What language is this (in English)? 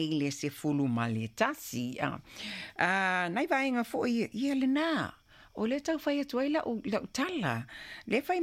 Samoan